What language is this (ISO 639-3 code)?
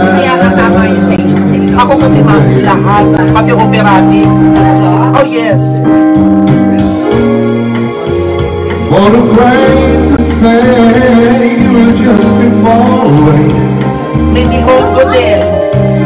fil